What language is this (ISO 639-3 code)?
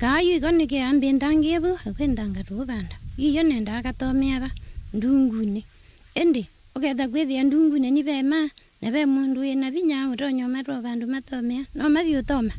kam